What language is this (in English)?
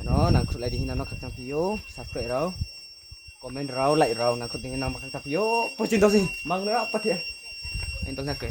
Riang (India)